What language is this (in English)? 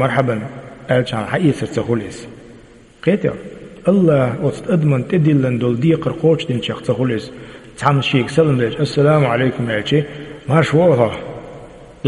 Chechen